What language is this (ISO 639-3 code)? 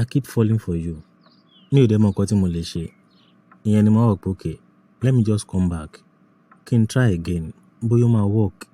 yor